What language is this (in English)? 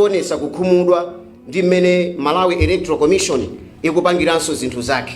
Nyanja